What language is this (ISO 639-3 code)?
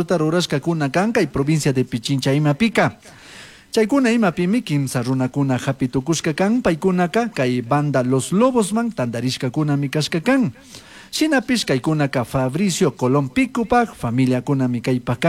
qug